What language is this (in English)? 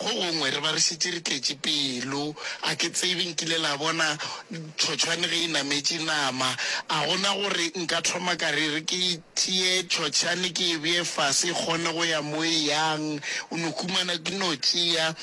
Northern Sotho